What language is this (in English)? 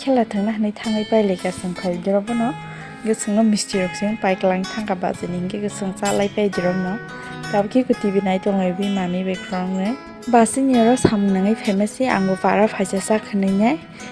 Kok Borok